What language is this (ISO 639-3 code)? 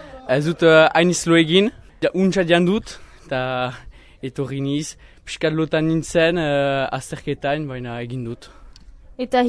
eus